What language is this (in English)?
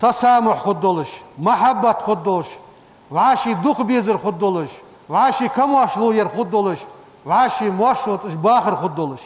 Ingush